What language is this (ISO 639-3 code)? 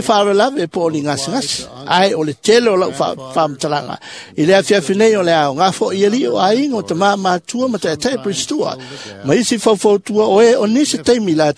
smo